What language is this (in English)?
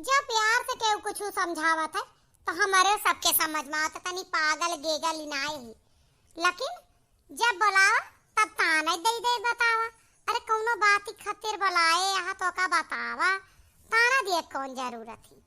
Awadhi